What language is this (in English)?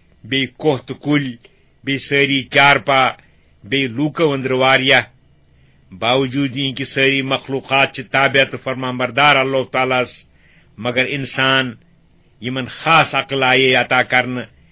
Kashmiri